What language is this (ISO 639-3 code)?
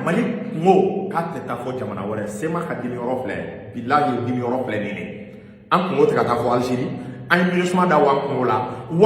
bam